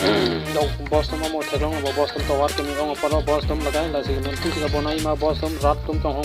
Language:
Karbi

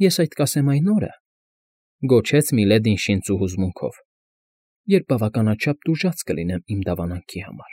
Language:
Armenian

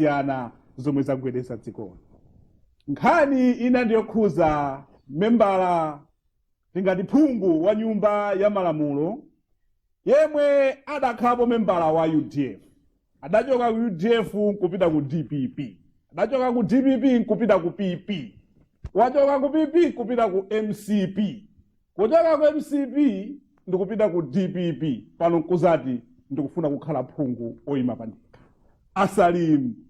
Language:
Nyanja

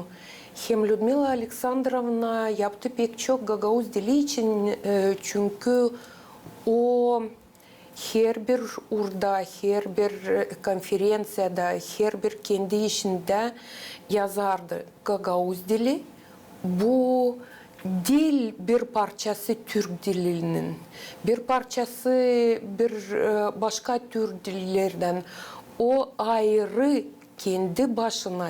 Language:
Gagauz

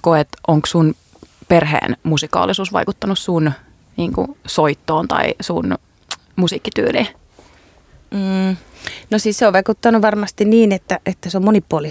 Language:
Finnish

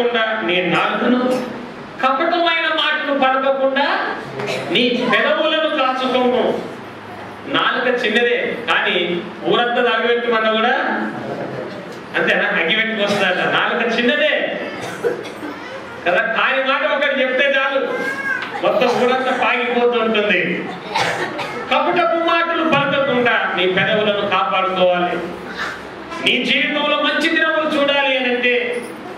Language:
Telugu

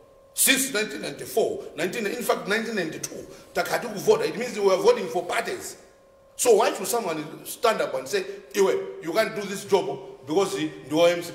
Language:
Nyanja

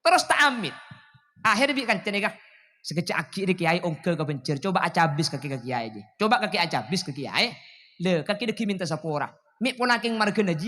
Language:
Madurese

